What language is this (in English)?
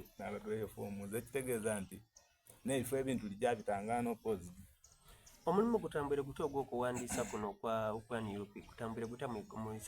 Soga